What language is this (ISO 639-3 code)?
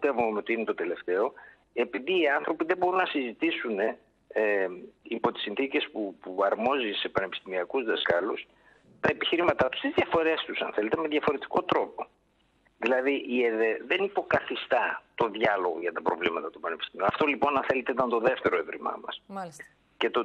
ell